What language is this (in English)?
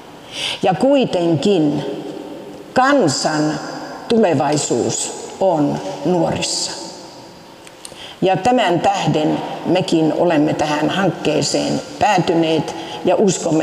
Finnish